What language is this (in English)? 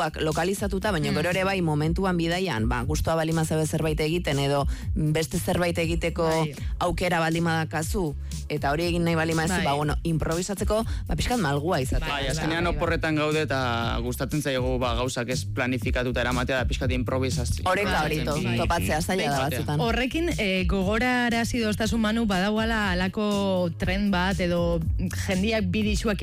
Basque